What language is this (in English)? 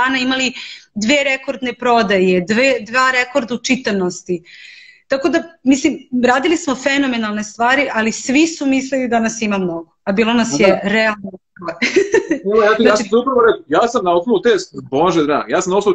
Serbian